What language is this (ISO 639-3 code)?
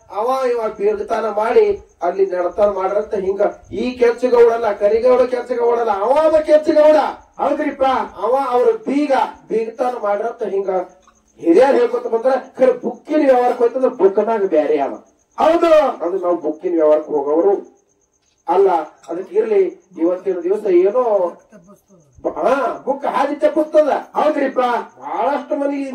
kan